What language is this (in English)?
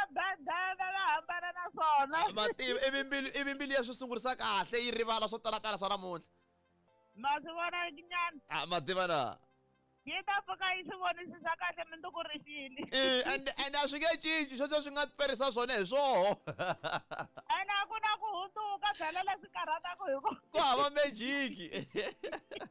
Tsonga